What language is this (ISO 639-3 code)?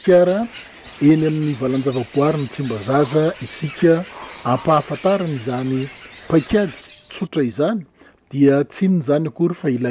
mlg